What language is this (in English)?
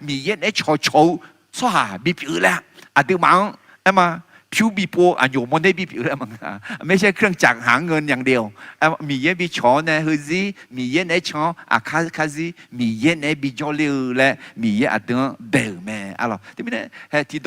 Akha